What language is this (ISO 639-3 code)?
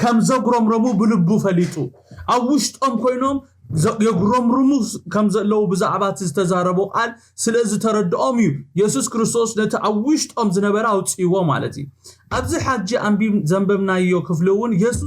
tir